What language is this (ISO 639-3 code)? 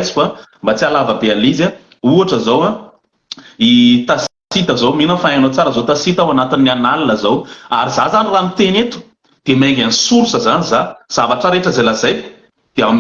mlg